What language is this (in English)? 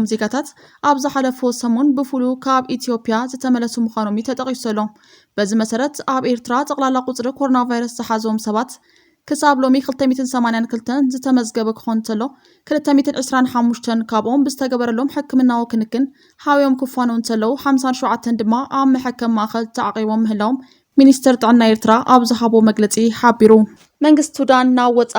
Tigrinya